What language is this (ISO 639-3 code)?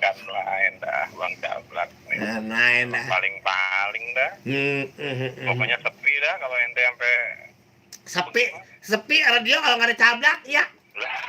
bew